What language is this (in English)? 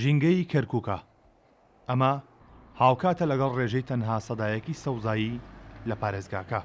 Central Kurdish